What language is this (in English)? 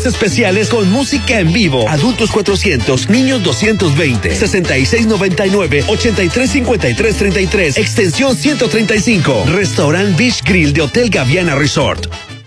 Spanish